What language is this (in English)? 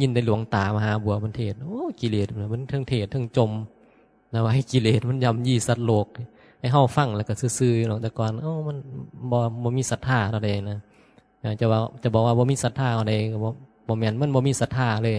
Northeastern Thai